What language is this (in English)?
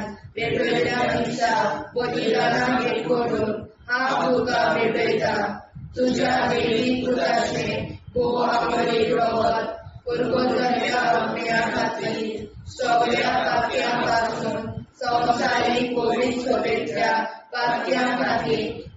Konkani